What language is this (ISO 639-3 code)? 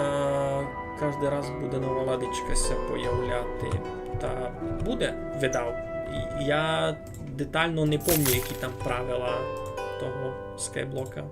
rue